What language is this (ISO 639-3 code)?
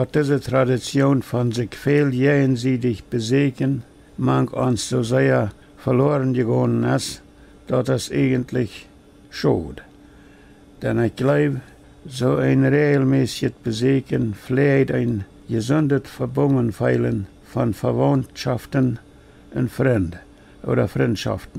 pdt